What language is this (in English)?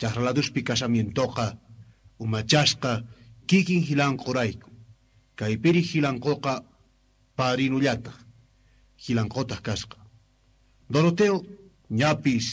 Quechua